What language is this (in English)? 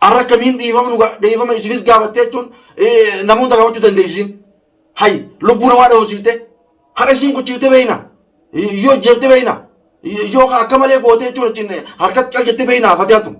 Oromo